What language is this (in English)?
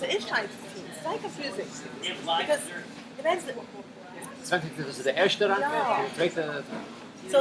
Yiddish